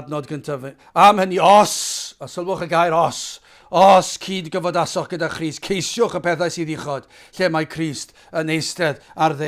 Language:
Welsh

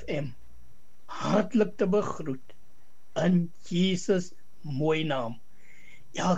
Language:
Afrikaans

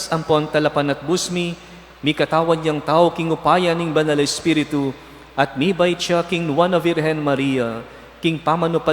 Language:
Pampanga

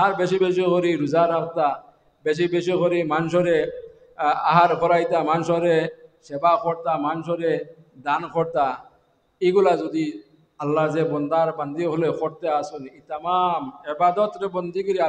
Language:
Sylheti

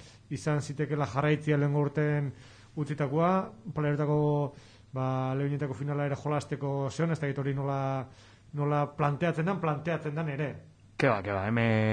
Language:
Basque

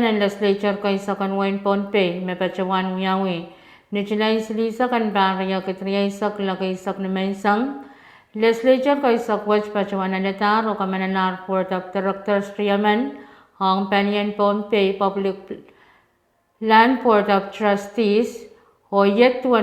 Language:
Pohnpeian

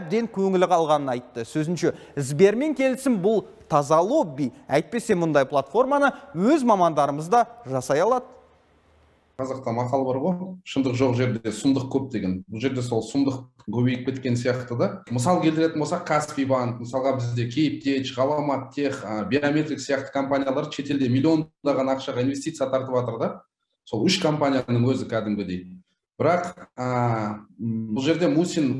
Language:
Kazakh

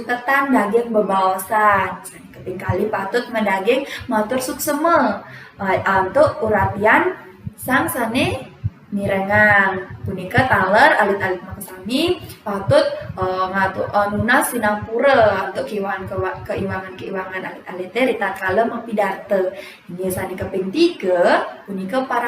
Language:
Balinese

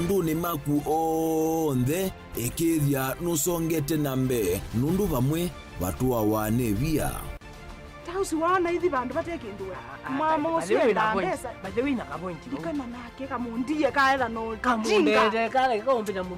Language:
Kamba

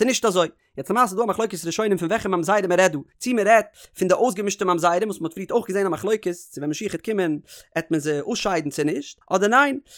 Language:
Yiddish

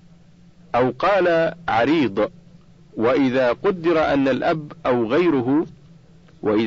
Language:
Arabic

